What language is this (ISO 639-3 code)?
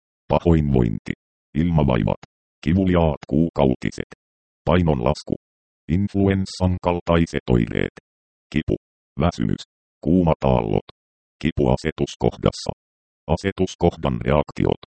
fin